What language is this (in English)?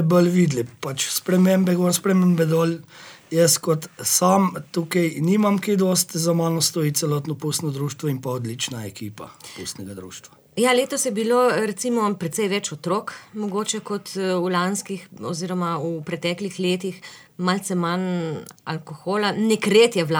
Slovenian